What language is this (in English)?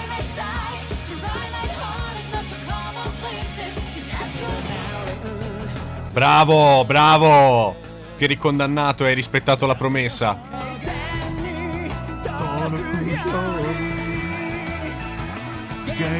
Italian